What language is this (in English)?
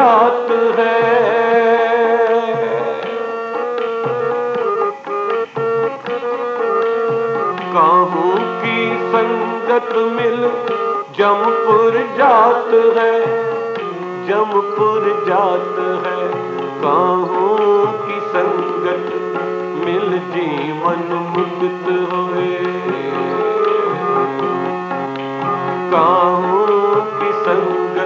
Hindi